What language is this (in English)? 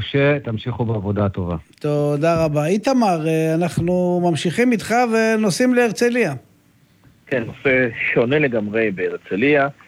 Hebrew